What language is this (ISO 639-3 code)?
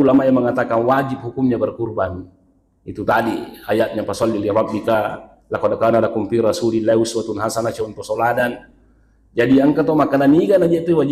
bug